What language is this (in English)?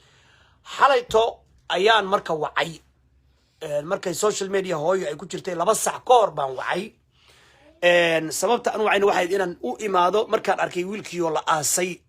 Somali